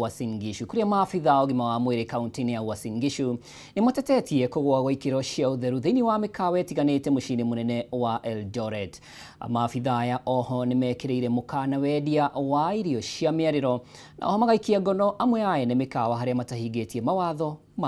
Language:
Kikuyu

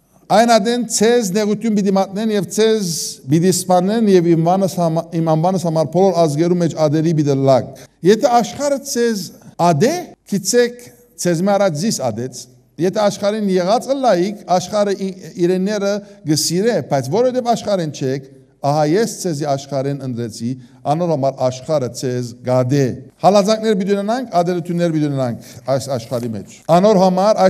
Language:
Western Armenian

